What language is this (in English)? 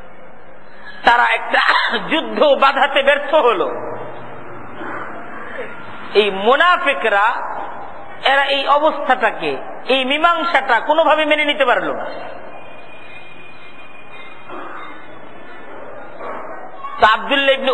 Bangla